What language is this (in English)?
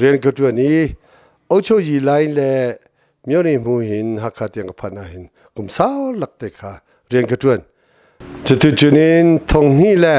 Hakha Chin